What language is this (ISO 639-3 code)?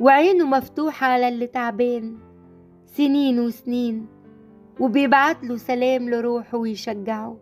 arz